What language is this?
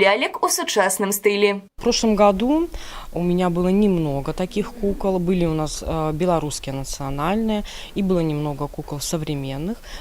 Belarusian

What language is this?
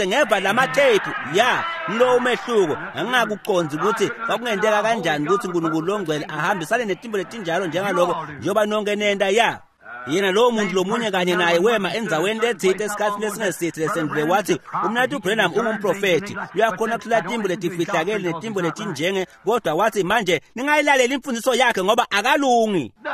Swati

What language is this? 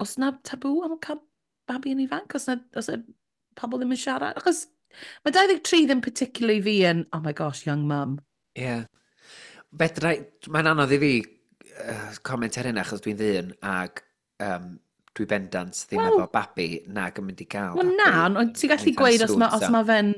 Welsh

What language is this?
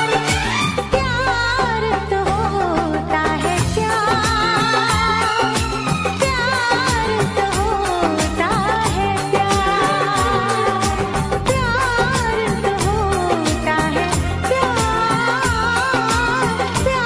Hindi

